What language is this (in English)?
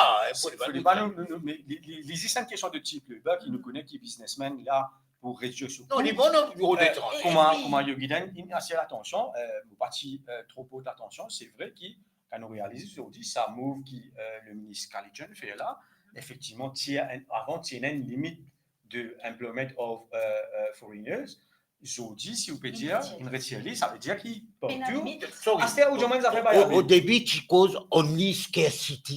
Morisyen